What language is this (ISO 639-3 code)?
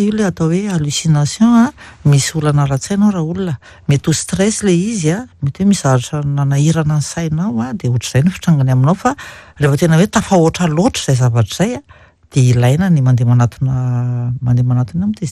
mlg